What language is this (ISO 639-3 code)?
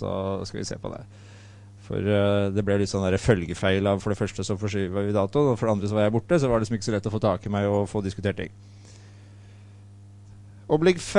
nor